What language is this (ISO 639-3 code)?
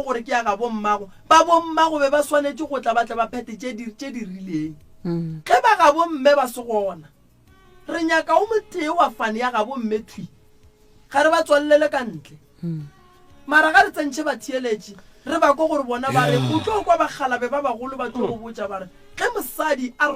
nso